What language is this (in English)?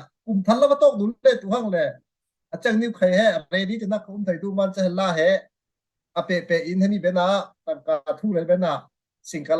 Falam Chin